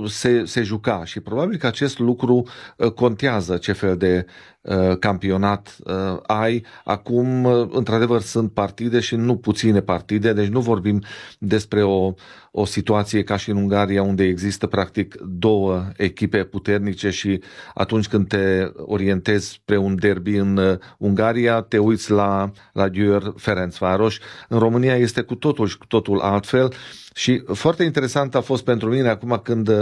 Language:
Romanian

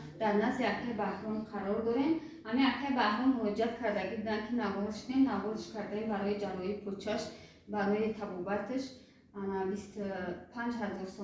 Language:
Tajik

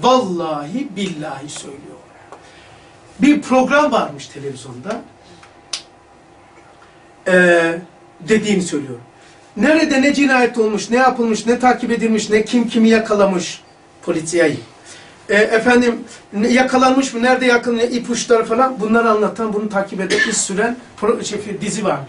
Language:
Turkish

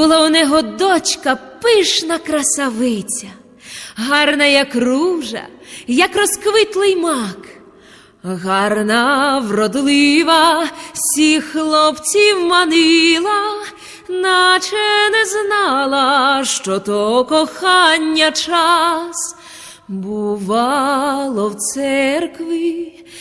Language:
Rusyn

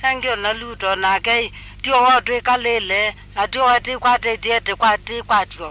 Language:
Kamba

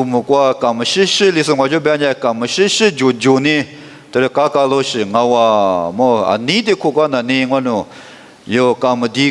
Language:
Lisu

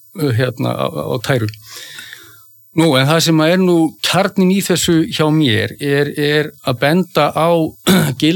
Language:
Icelandic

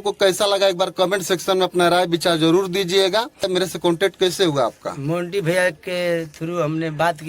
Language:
Bhojpuri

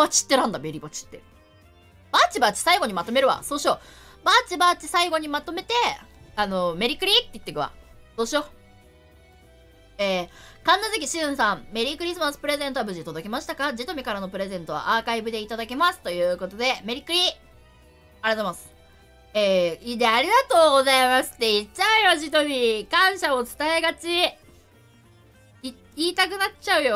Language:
Japanese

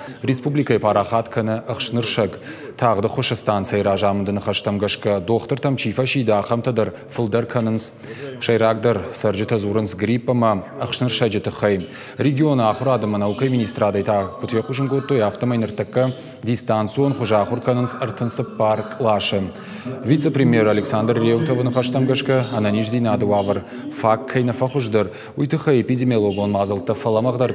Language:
Ossetic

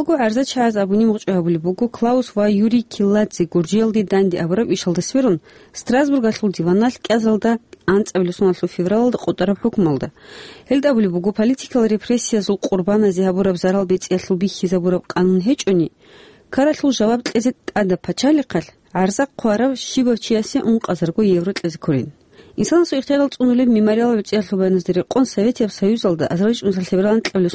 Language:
Avaric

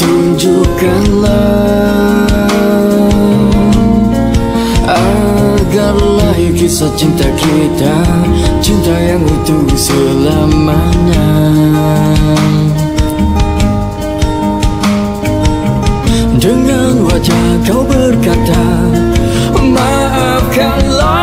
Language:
Malay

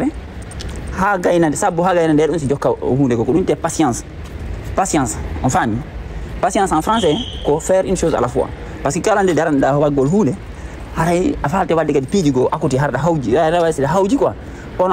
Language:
Fula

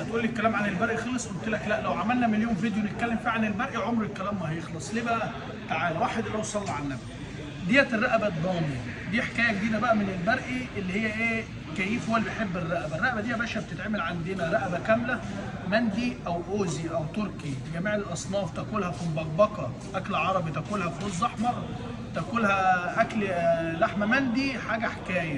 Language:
Egyptian Arabic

